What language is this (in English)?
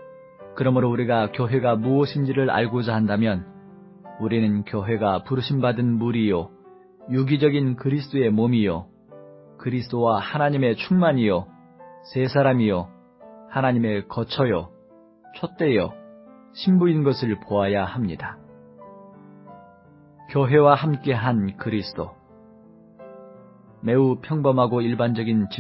Korean